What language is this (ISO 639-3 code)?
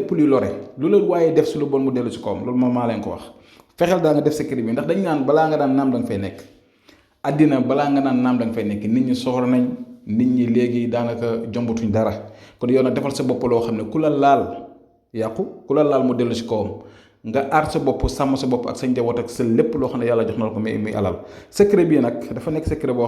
wol